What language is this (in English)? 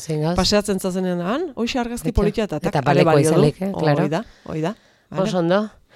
Basque